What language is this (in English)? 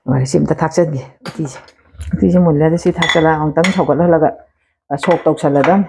Manipuri